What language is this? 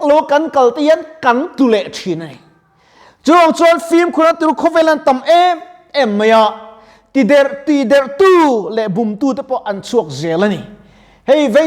Mizo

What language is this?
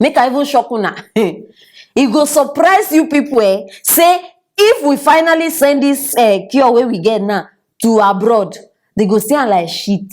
Nigerian Pidgin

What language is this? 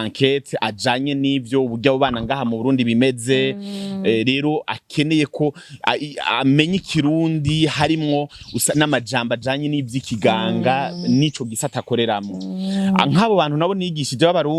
Rundi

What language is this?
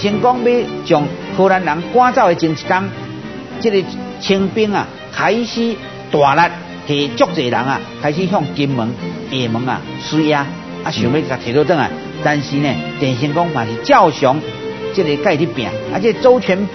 Min Nan Chinese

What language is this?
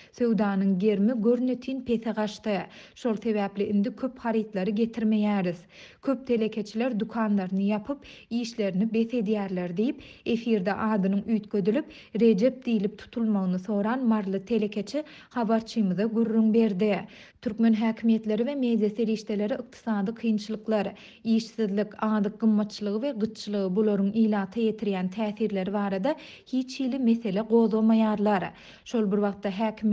Turkmen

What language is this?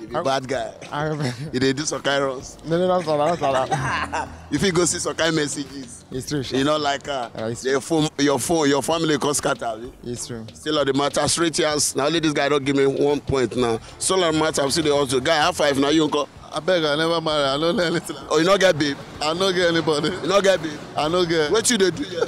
Nigerian Pidgin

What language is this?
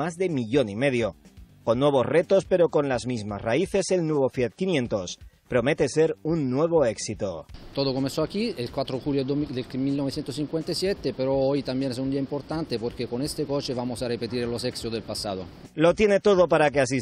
Spanish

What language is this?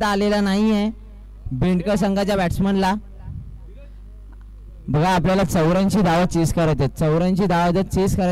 Marathi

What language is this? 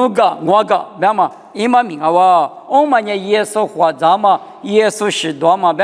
Lisu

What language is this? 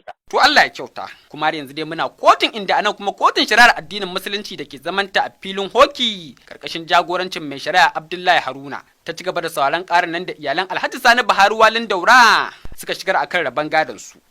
Hausa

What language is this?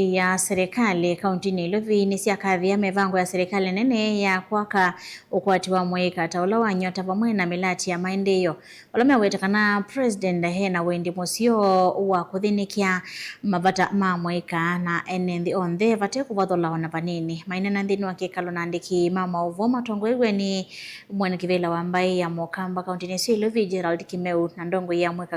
Kamba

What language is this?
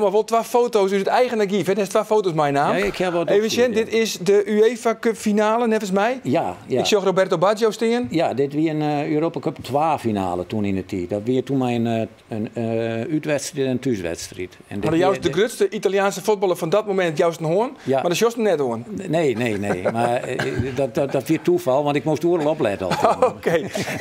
Western Frisian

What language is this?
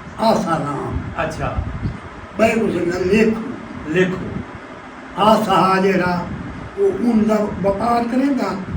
Saraiki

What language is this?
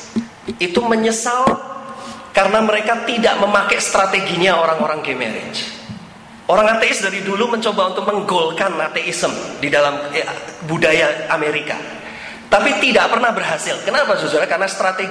Indonesian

